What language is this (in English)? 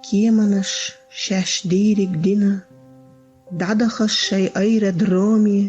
Chechen